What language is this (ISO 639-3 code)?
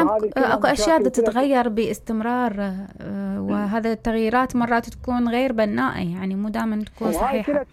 acm